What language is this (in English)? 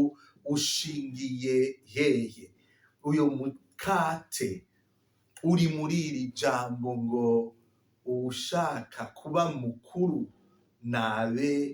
Rundi